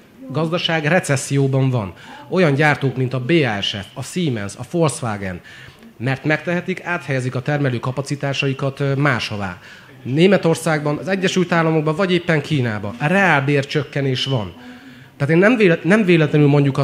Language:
Hungarian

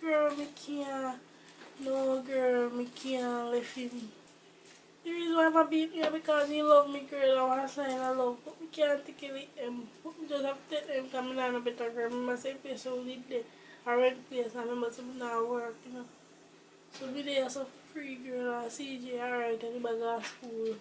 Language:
Jamaican Creole English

